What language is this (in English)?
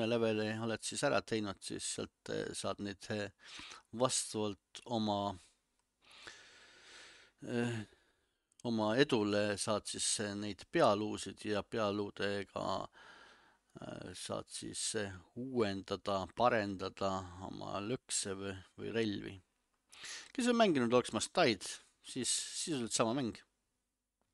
Estonian